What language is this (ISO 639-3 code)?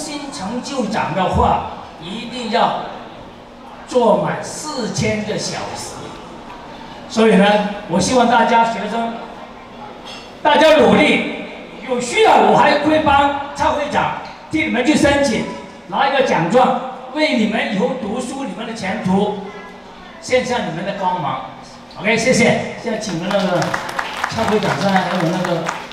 zho